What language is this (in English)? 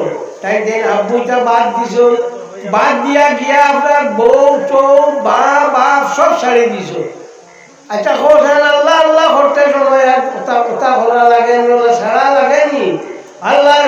Sylheti